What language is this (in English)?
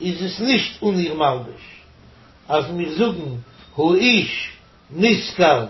Yiddish